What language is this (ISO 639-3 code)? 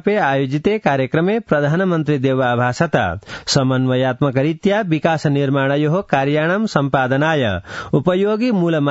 san